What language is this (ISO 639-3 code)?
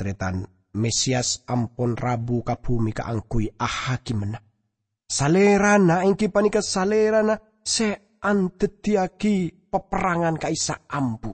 mad